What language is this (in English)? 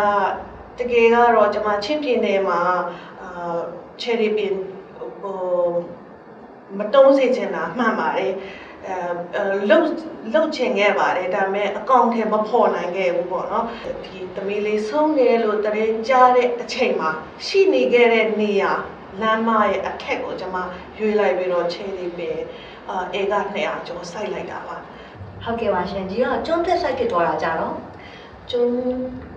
Burmese